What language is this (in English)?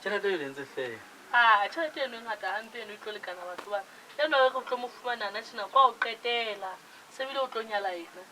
Southern Sotho